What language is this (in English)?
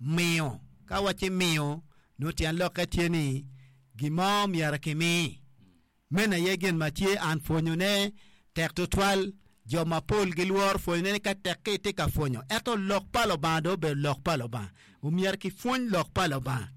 Acoli